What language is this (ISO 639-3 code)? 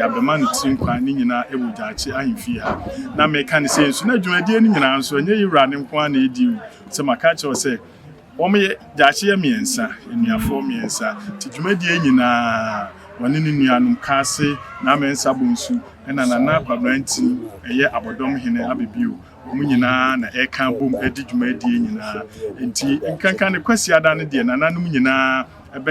aka